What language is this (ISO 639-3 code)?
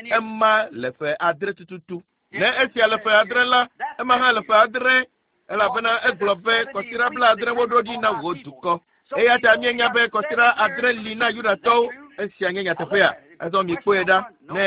ewe